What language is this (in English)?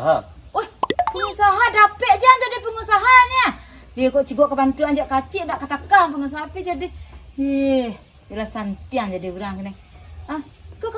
Minangkabau